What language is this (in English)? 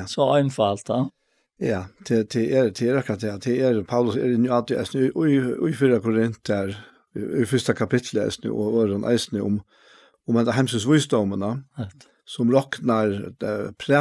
Faroese